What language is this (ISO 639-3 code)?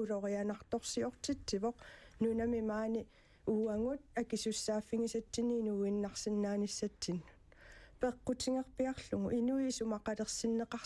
kal